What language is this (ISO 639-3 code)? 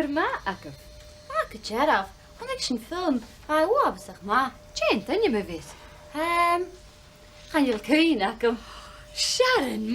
gla